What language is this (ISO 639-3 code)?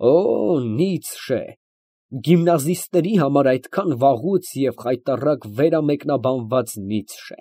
hye